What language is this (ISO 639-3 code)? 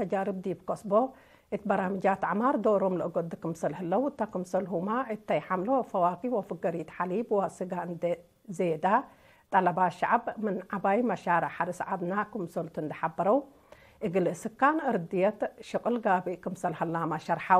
tig